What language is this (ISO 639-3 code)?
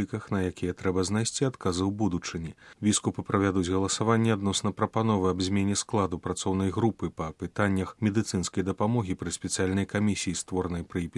bel